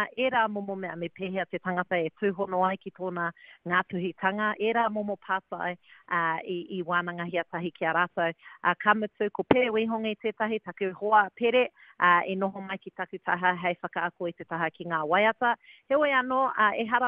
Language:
Māori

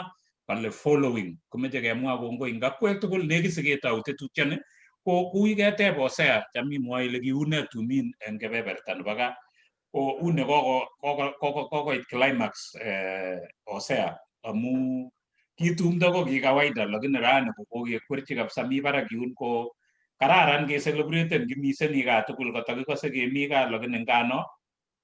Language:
Kalenjin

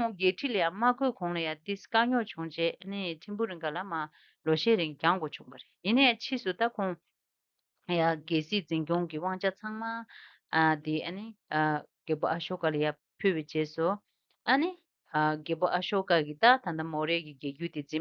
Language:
Tibetan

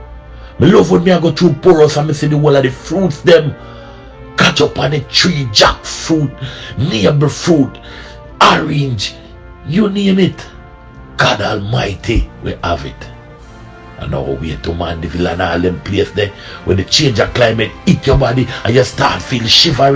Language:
Jamaican Creole English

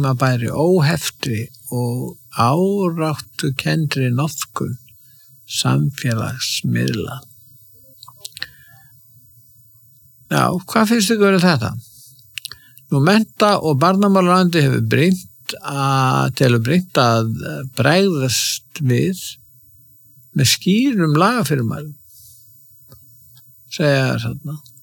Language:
Icelandic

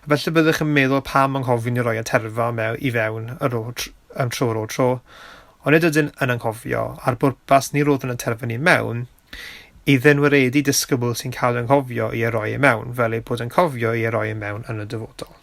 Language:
Welsh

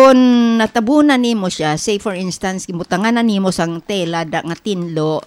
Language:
Hiligaynon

